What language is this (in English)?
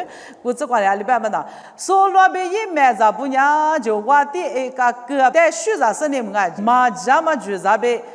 Lisu